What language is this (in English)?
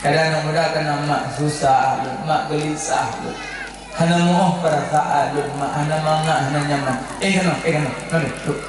Achinese